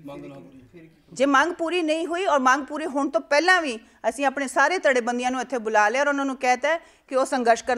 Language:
Punjabi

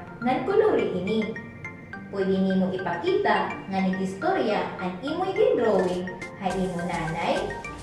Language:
Waray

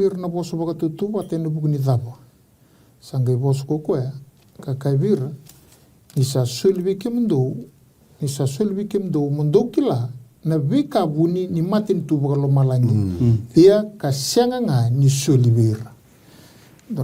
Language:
Fijian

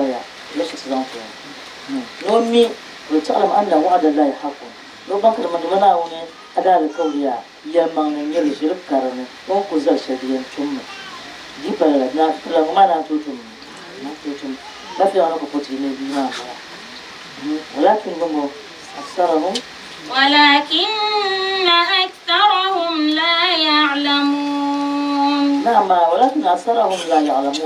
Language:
Dagbani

